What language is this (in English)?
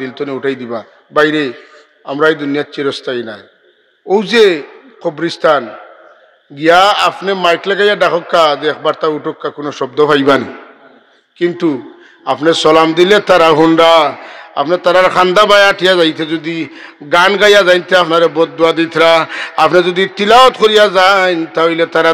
Sylheti